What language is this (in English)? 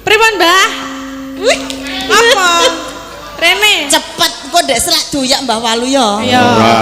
Javanese